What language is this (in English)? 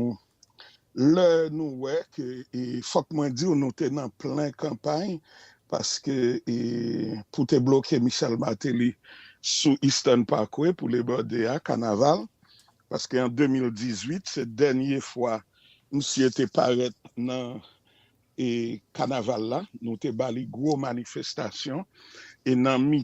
Haitian Creole